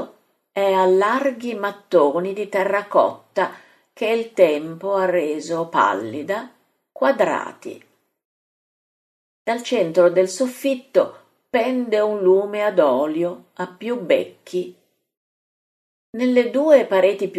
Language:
Italian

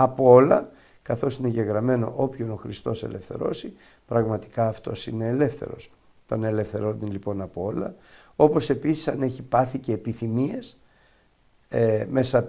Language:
Greek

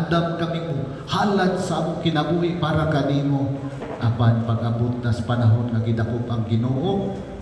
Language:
Cebuano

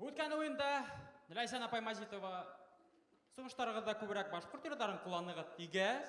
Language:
Bashkir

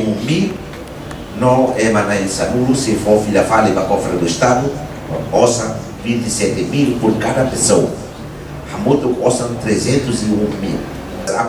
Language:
Tetum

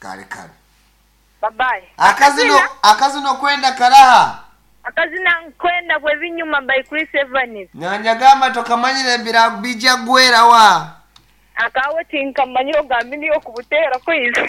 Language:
Nyankole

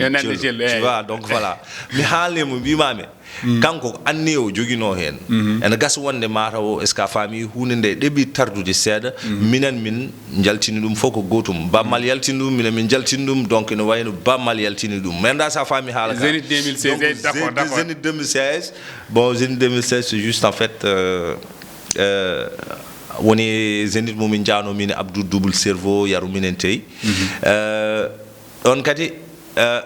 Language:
Fula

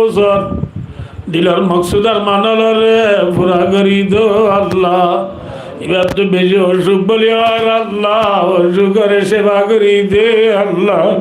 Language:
Rohingya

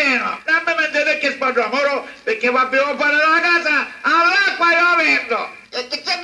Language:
Sicilian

